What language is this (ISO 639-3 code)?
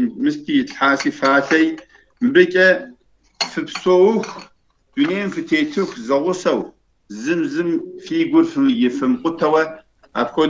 kbd